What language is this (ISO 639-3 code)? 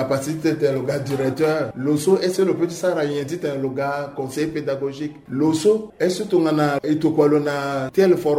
sag